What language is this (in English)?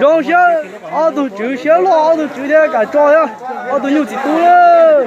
Hmong